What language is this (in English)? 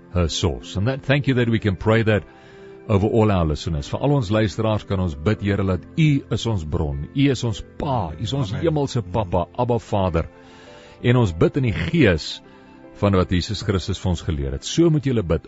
Afrikaans